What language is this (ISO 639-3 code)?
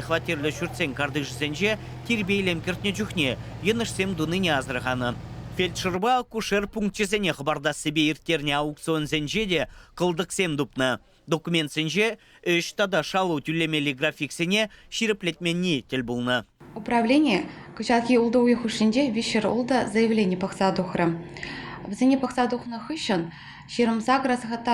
chv